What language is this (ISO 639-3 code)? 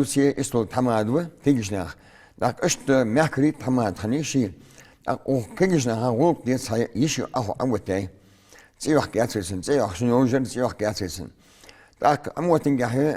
inh